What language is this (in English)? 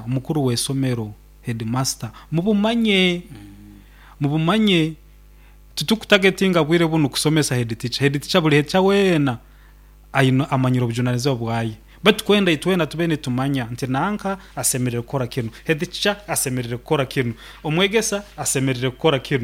Nyoro